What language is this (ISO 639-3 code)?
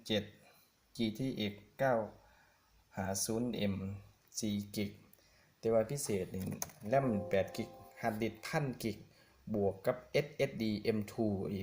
lao